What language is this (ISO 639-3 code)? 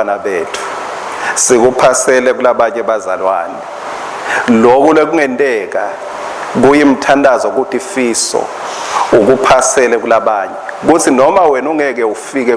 ssw